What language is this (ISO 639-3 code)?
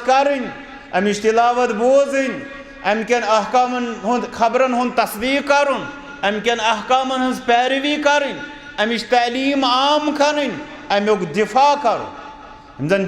kas